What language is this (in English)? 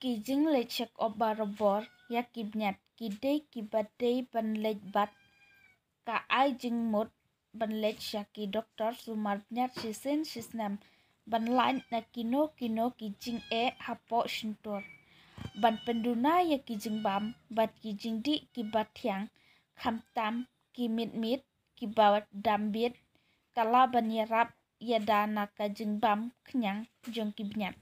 Khasi